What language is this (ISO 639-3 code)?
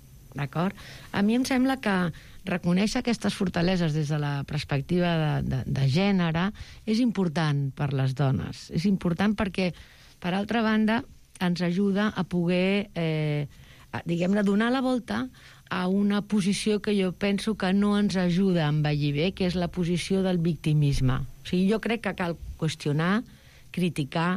cat